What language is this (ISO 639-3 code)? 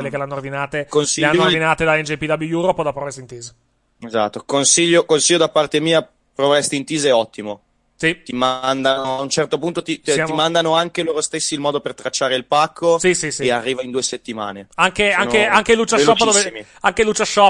ita